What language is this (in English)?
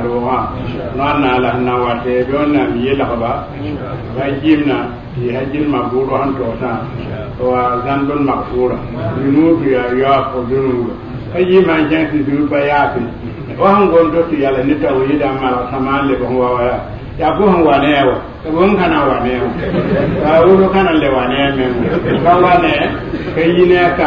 Mossi